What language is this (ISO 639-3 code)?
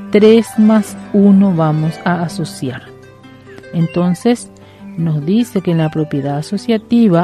spa